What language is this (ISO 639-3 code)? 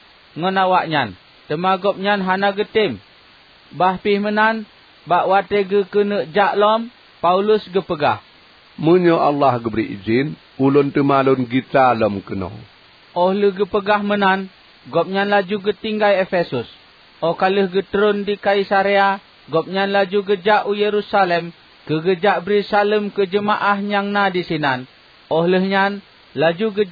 ace